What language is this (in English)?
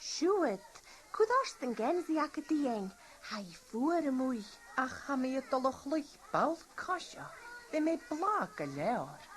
Scottish Gaelic